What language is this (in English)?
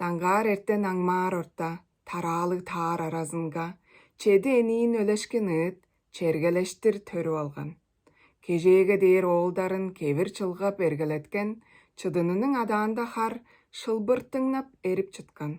Tuvinian